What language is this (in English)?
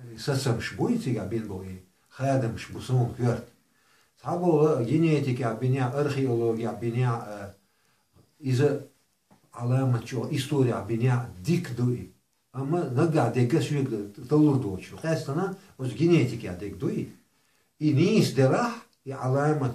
Chechen